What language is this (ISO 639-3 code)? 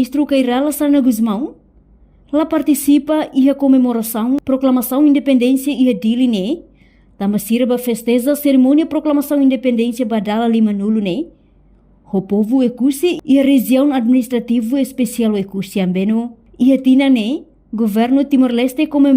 tet